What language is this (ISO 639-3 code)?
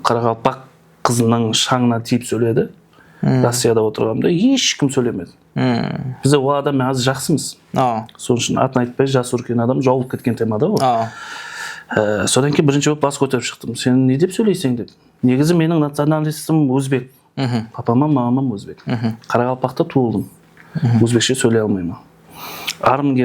kaa